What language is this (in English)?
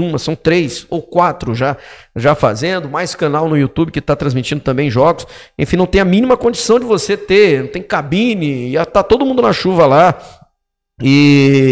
Portuguese